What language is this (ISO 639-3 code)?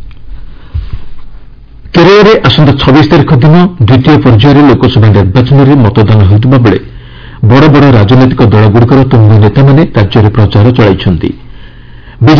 ori